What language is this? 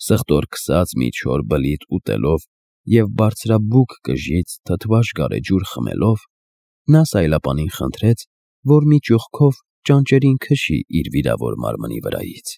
Armenian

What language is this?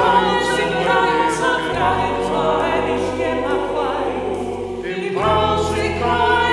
Welsh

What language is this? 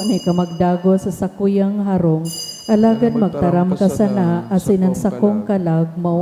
Bikol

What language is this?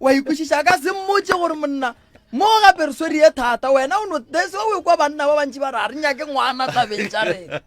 Northern Sotho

